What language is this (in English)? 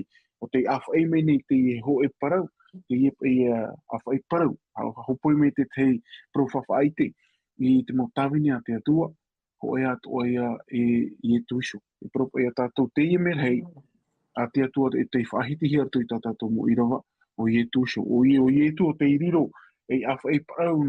Tahitian